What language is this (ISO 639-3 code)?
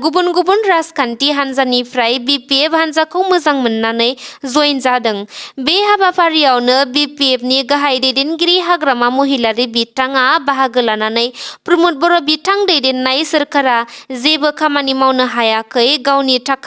brx